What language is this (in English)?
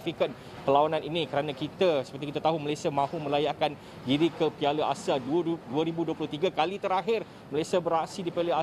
Malay